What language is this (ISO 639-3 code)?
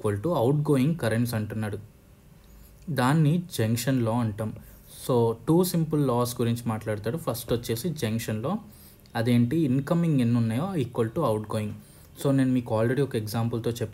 tel